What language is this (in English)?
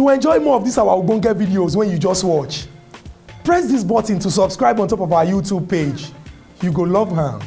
Nigerian Pidgin